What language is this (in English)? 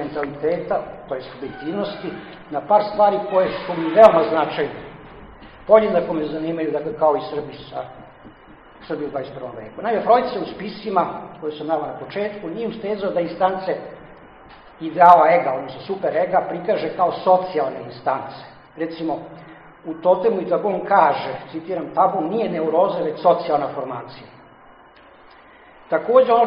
Serbian